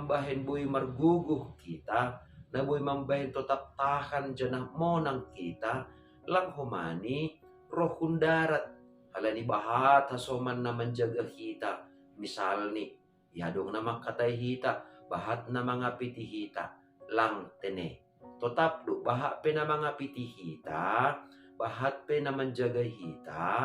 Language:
Batak Simalungun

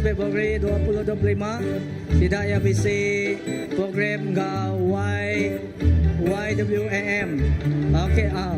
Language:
Iban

